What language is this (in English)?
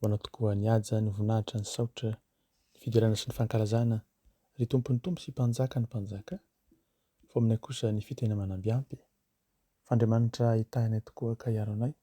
Malagasy